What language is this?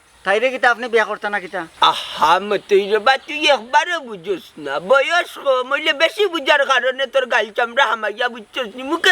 Sylheti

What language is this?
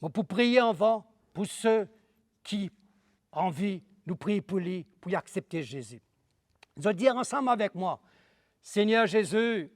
Morisyen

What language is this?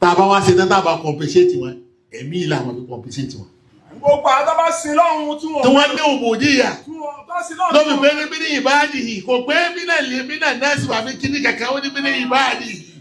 Yoruba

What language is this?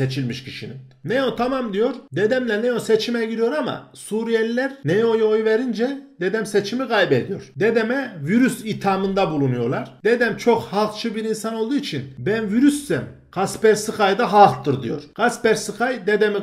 Turkish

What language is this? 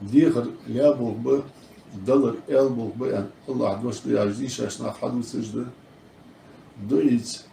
Ingush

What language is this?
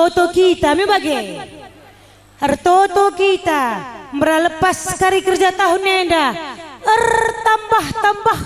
Batak Karo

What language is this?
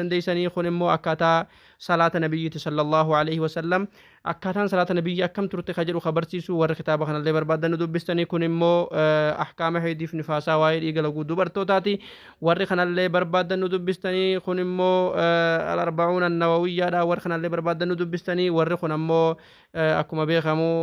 Oromo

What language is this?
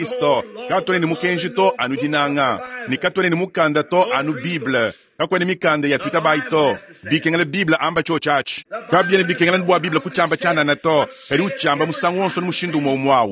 Luba-Lulua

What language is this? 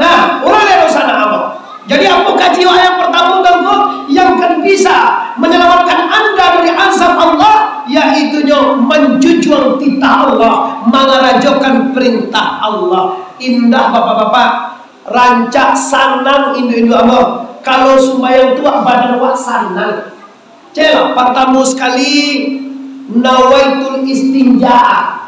Minangkabau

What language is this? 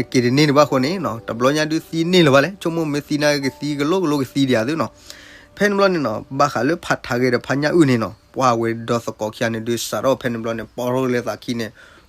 S'gaw Karen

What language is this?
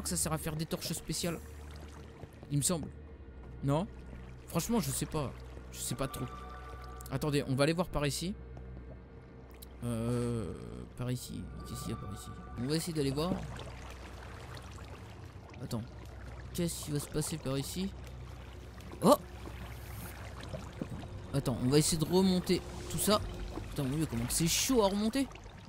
French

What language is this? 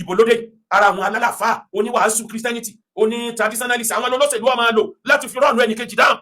Yoruba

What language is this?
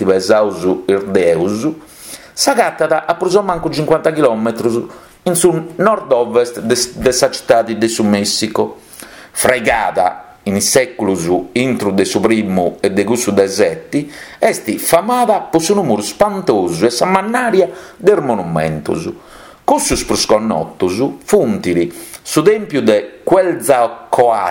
Sardinian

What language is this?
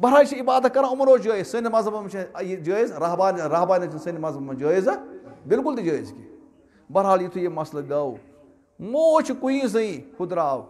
Kashmiri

